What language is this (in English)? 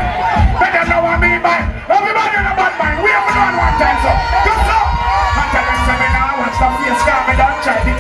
Jamaican Creole English